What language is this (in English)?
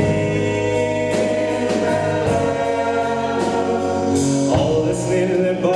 Norwegian